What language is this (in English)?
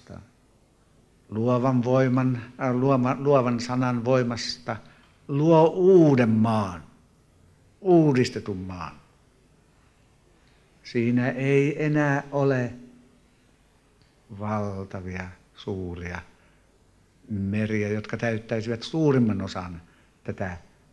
Finnish